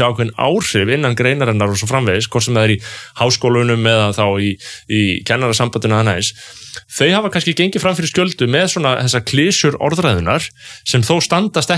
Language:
Icelandic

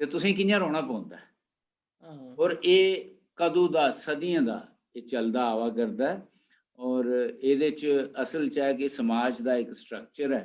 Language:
Dogri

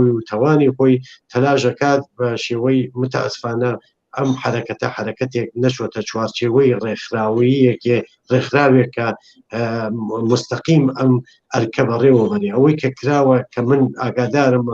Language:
Central Kurdish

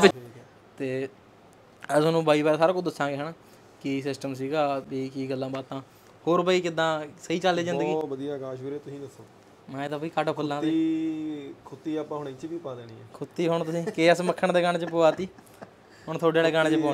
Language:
Punjabi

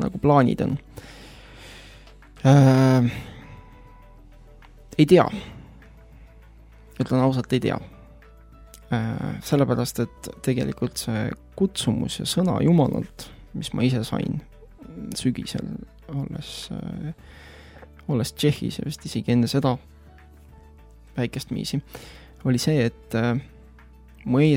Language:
Estonian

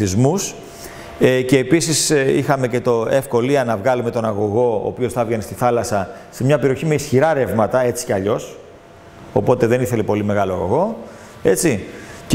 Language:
Greek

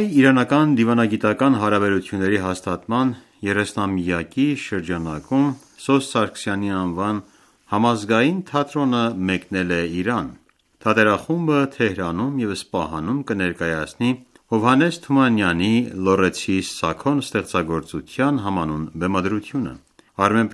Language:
Armenian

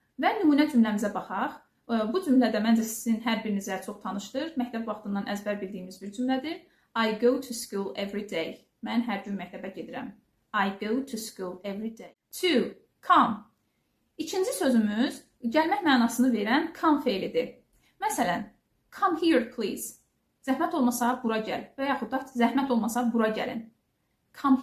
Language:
Azerbaijani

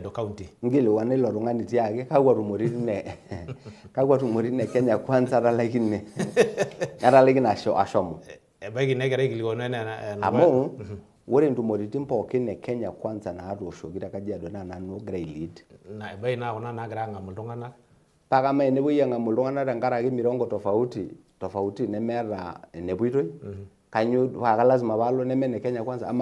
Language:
Masai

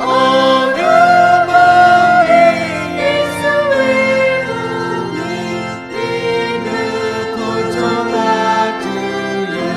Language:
Lahu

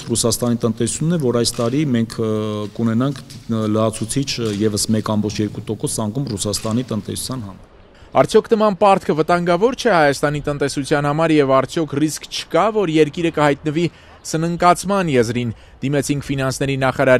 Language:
Armenian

